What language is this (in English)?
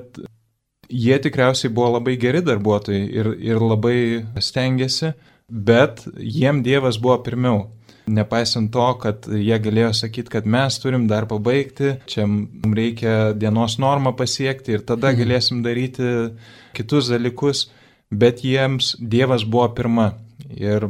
Lithuanian